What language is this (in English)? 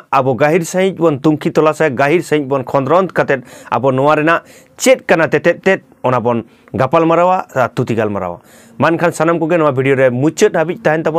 Santali